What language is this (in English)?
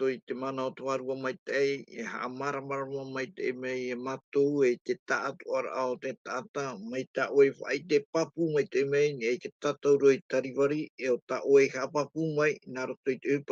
Tahitian